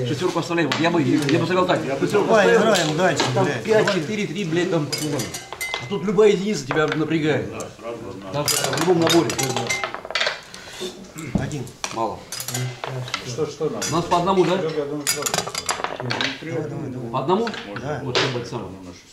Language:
Russian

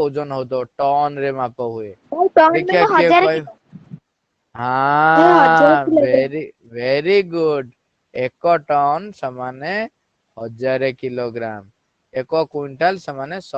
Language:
Odia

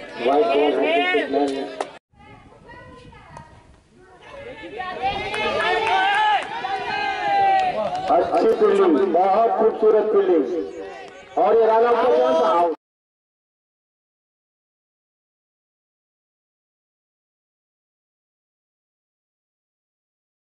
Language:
Hindi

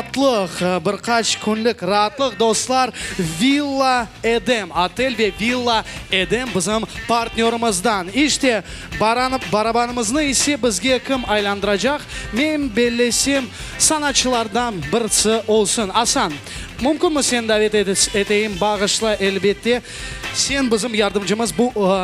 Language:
Crimean Tatar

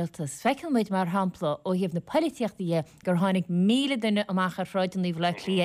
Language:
Irish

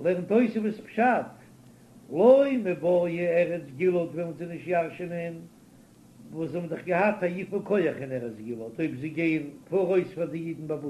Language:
Yiddish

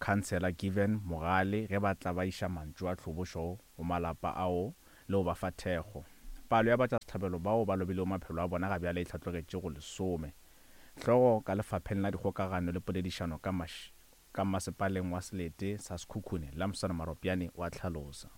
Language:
Northern Sotho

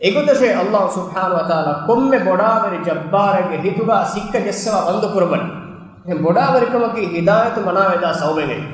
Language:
Divehi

